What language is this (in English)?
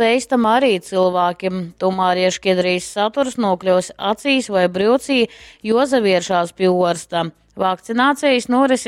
Latgalian